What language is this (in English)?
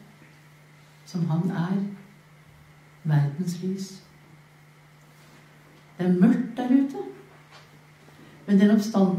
Norwegian